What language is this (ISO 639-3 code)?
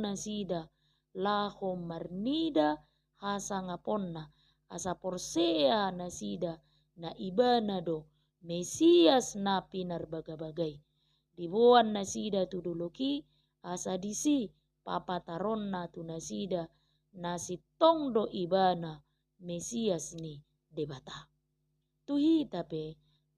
bbc